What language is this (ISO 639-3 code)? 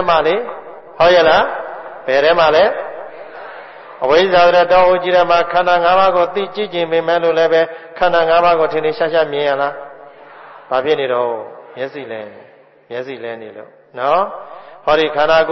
mya